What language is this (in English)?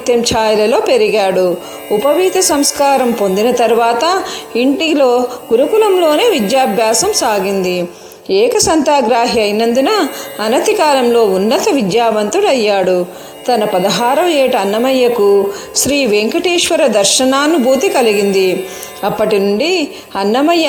Telugu